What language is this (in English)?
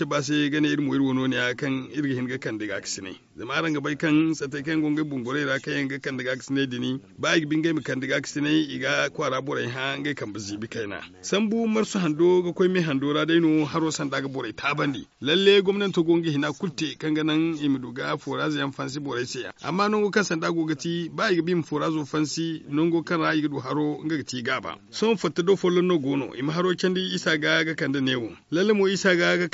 Zarma